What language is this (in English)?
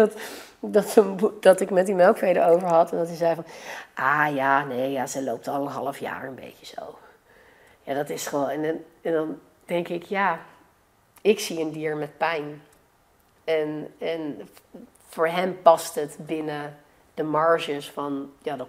Dutch